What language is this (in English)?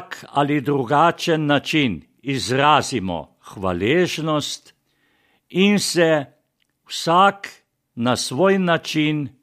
Slovenian